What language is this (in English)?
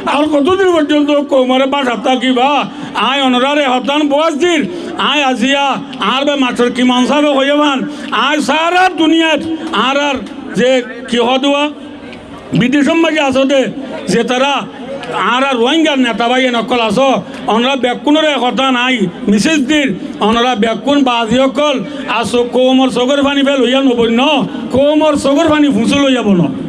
Rohingya